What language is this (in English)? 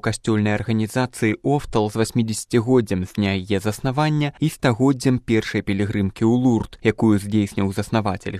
Belarusian